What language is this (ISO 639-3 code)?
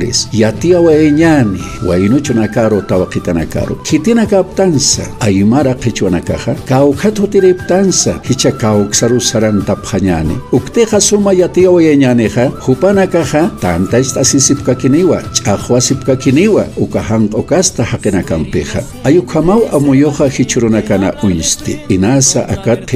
aym